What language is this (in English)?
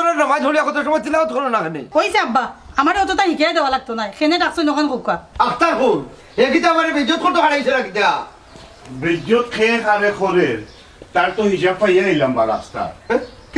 Sylheti